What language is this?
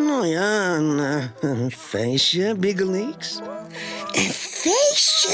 Western Frisian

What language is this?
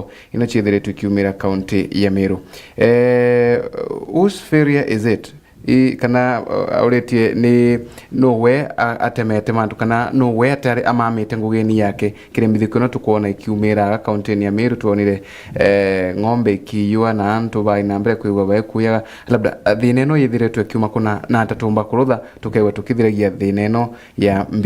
Meru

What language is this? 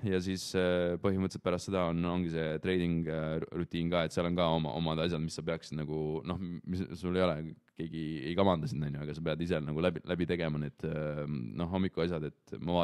Estonian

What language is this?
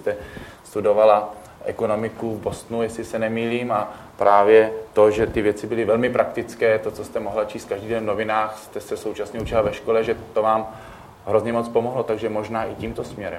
Czech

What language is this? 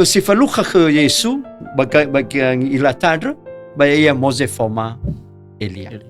Nias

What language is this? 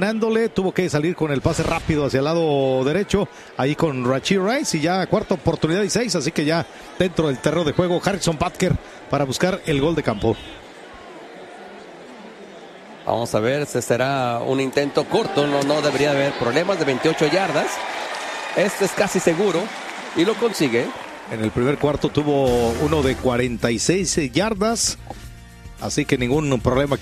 Spanish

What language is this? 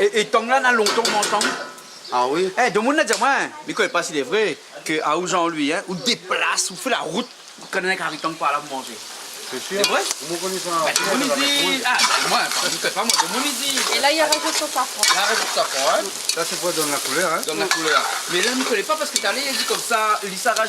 Réunion Creole French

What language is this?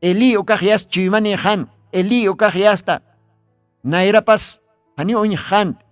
Aymara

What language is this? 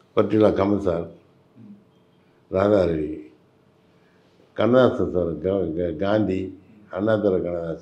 Tamil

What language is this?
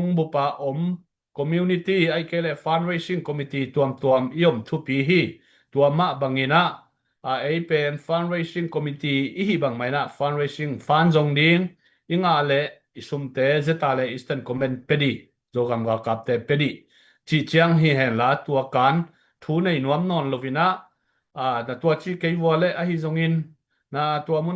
Tedim Chin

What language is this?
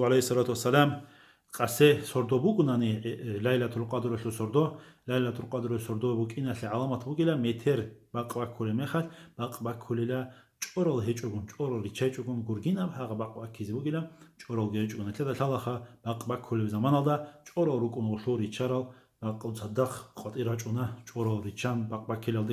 Avaric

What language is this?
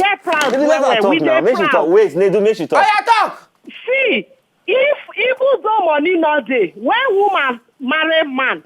Nigerian Pidgin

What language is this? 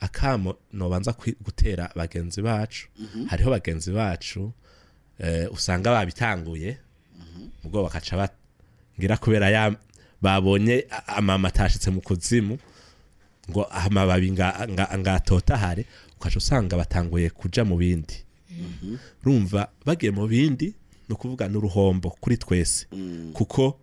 Rundi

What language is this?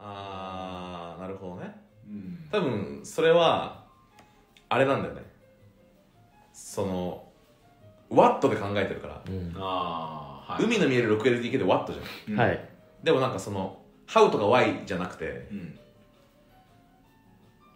Japanese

